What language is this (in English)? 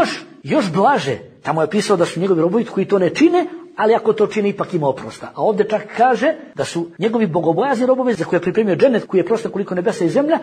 Bosnian